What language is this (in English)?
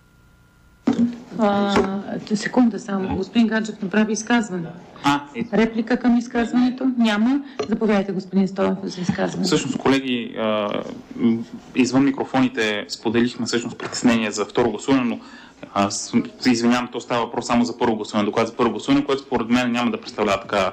Bulgarian